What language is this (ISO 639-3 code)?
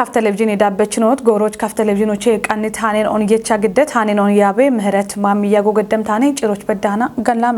kbr